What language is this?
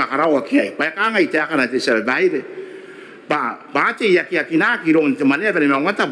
Gilbertese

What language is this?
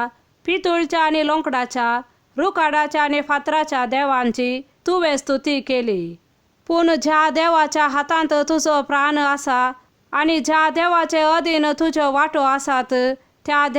Konkani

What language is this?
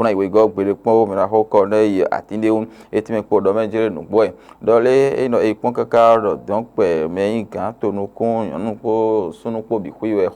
Fon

